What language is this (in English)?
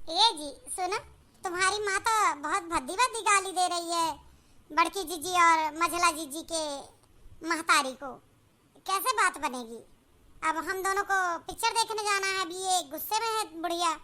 Awadhi